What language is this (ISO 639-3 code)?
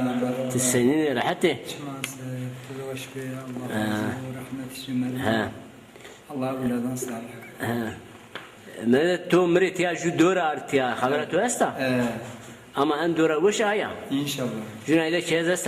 zza